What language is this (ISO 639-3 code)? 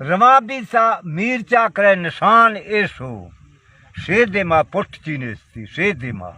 bal